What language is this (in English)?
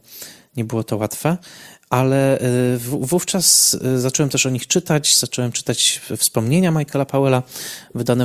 Polish